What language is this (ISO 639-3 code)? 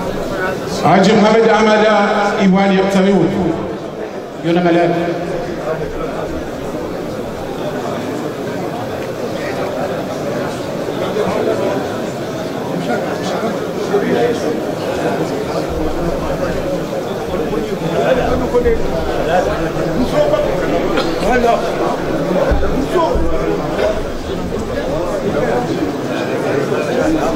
swa